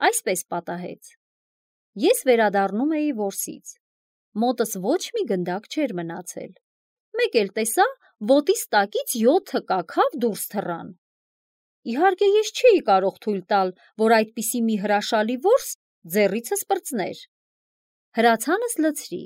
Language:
Armenian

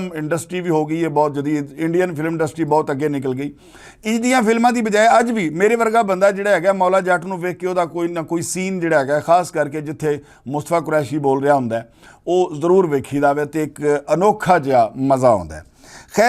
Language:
Western Panjabi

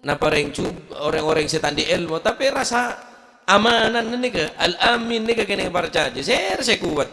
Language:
Madurese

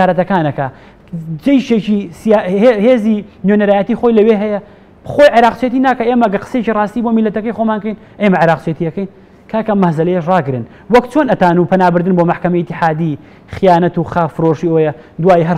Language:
Central Kurdish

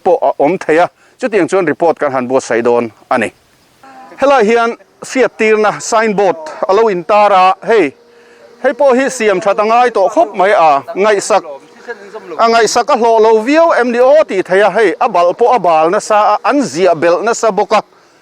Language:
Mizo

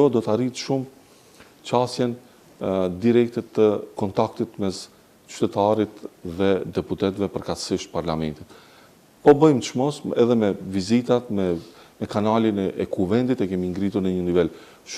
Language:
Albanian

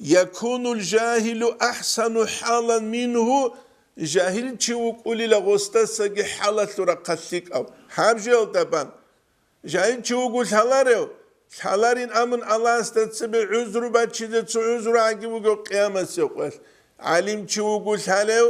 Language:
Avaric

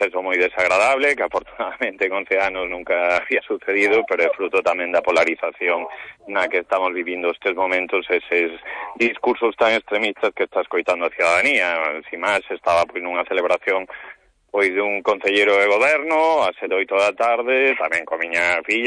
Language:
Galician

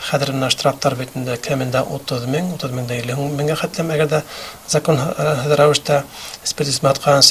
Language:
Bashkir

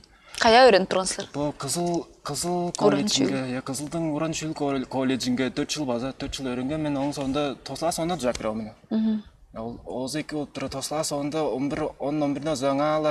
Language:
Tuvinian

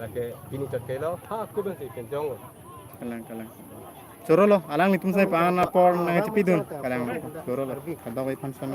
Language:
Karbi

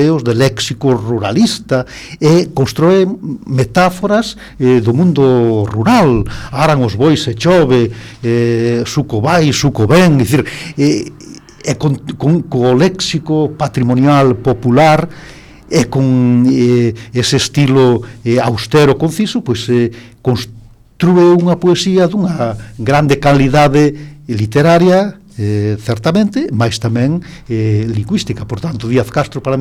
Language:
Galician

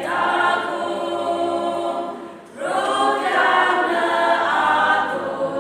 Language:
Yimchungru Naga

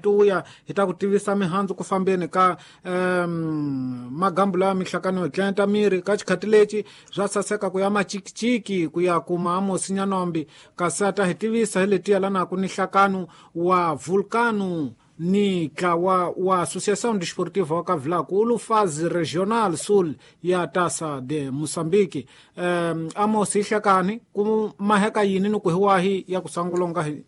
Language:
Tsonga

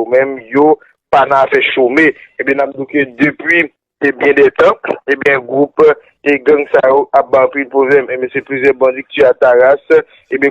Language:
Haitian Creole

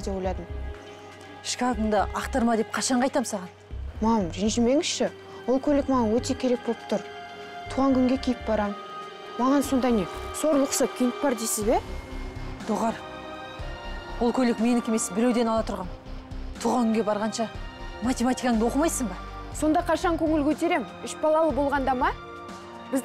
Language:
Kazakh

